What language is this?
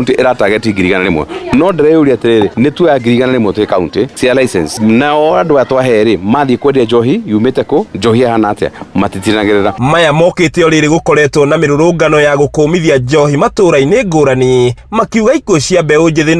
Kikuyu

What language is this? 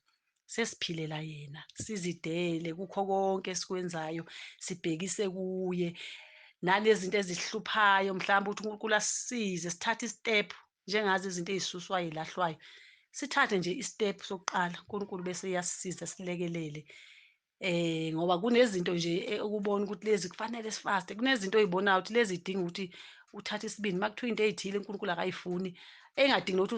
Zulu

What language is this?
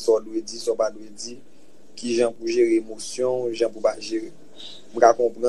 Haitian Creole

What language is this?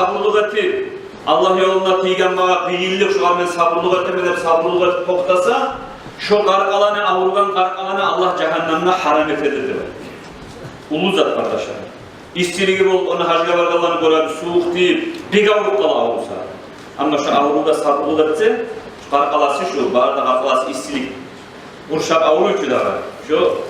Kumyk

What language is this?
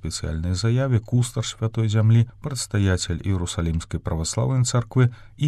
Belarusian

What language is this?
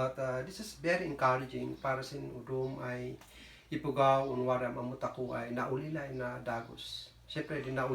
Kankanaey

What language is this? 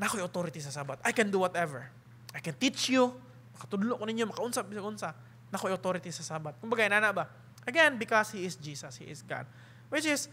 Cebuano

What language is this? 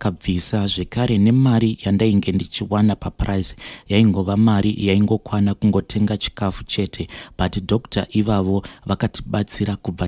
Shona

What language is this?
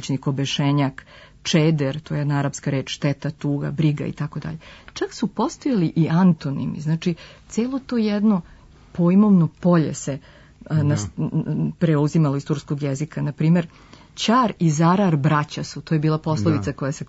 Serbian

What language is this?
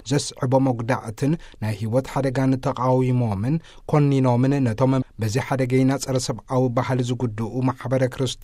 Tigrinya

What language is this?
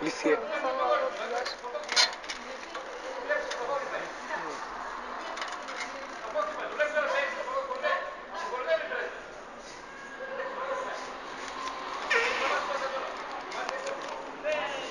Greek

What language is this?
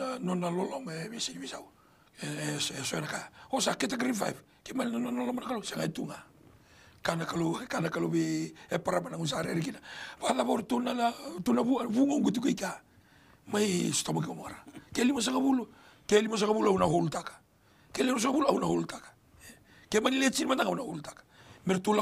Fijian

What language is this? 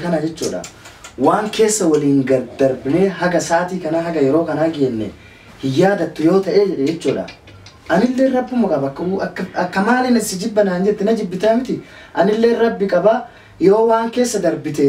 Oromo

